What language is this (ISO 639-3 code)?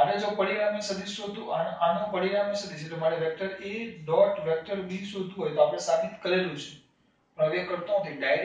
guj